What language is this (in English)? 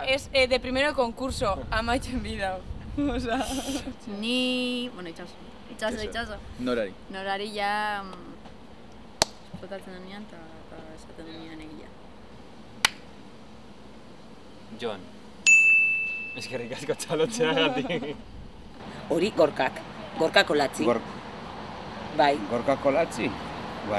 Basque